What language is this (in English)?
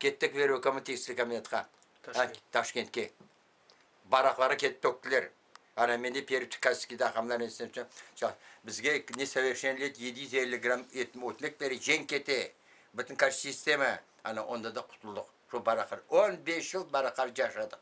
Crimean Tatar